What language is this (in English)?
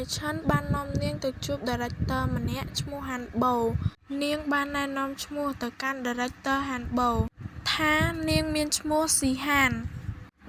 Khmer